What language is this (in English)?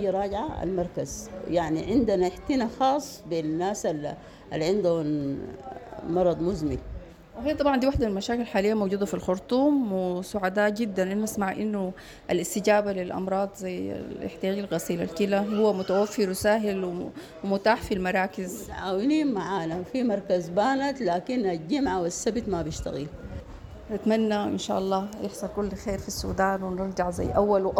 Sudanese Arabic